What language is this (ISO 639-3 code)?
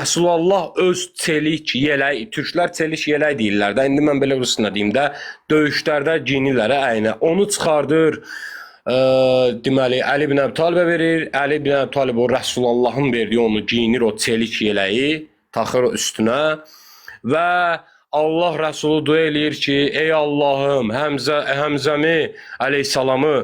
aze